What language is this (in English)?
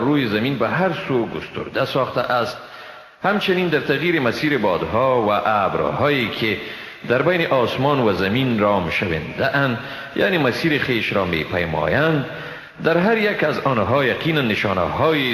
Persian